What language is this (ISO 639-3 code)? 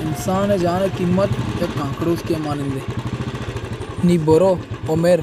bal